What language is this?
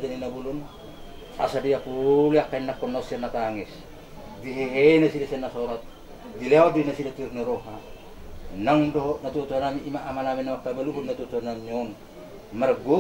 Batak Toba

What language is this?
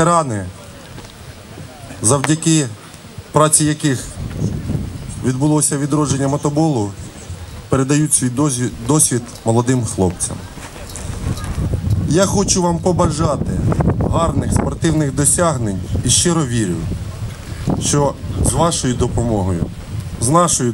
Ukrainian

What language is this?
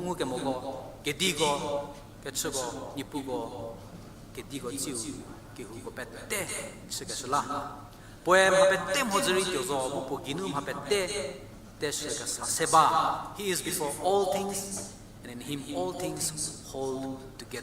Angami Naga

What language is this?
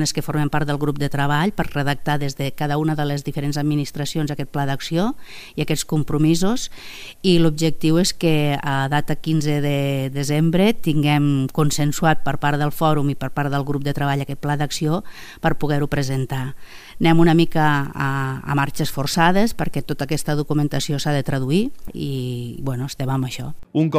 Catalan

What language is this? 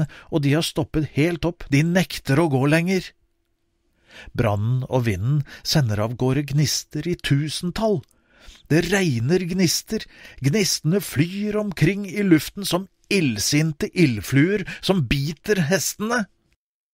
Norwegian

